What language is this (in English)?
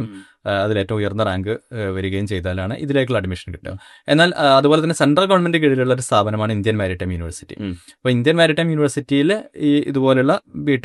Malayalam